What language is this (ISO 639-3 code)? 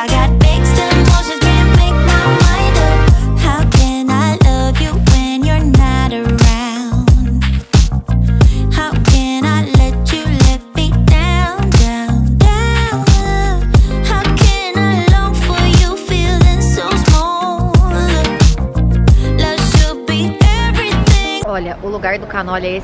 por